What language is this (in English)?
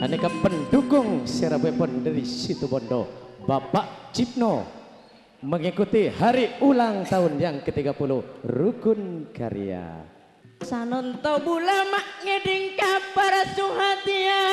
Madurese